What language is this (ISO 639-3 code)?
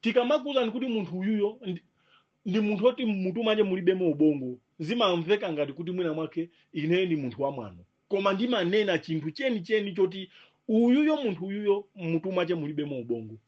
nya